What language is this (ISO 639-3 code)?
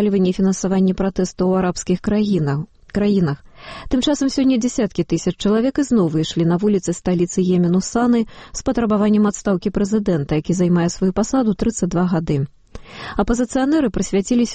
bel